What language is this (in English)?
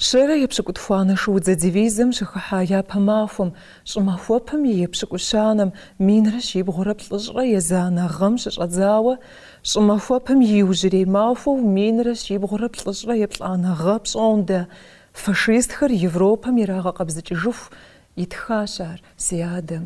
Kabardian